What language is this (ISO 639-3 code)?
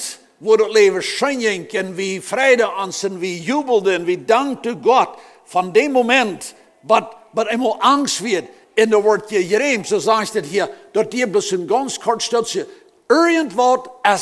pdt